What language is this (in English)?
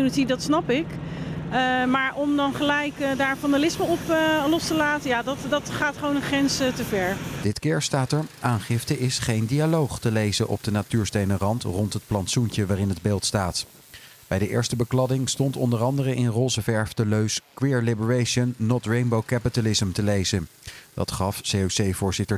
Dutch